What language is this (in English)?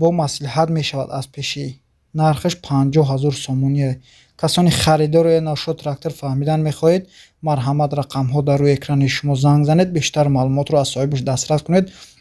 Tajik